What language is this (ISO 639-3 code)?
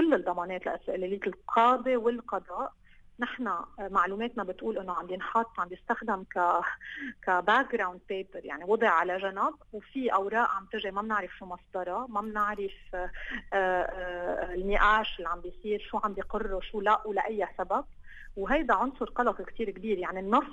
apc